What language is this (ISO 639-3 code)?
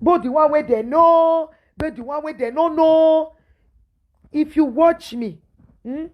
pcm